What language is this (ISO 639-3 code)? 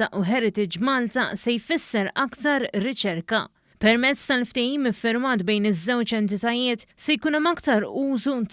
mlt